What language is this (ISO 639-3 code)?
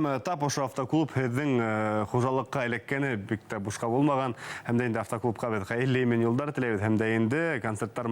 bak